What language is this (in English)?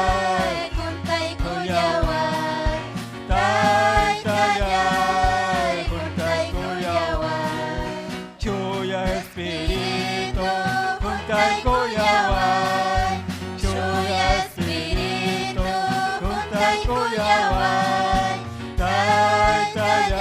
Ayacucho Quechua